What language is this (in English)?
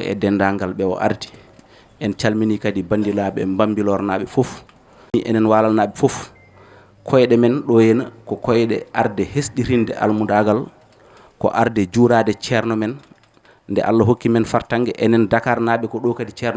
Fula